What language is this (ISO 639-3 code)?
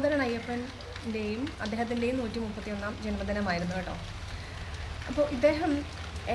mal